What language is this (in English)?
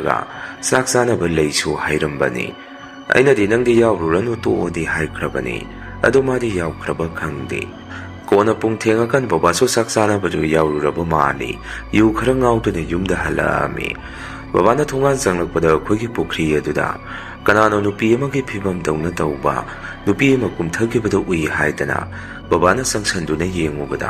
Manipuri